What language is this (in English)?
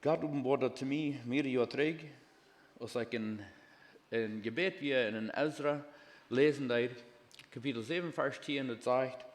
Plautdietsch